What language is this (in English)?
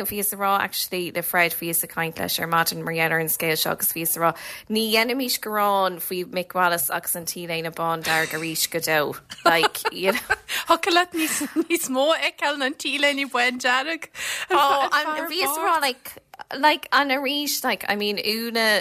Irish